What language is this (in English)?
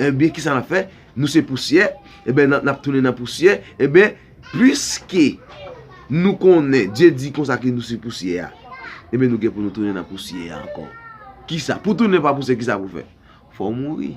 Haitian Creole